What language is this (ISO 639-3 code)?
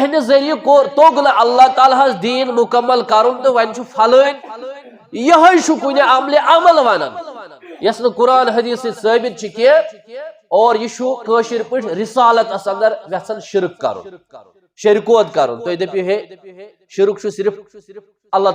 kas